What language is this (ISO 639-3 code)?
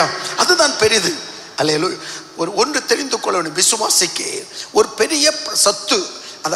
tam